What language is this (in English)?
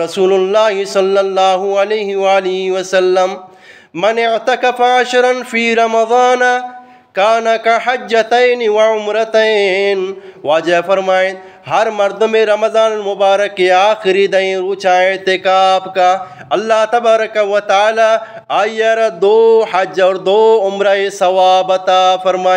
Eastern Balochi